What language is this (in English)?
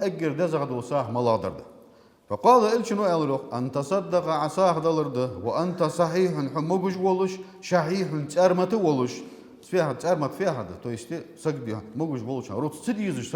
Ingush